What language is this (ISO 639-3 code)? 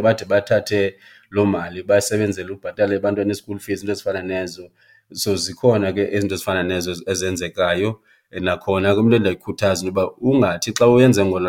xho